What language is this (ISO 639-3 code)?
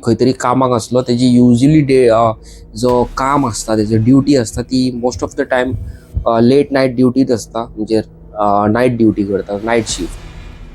kok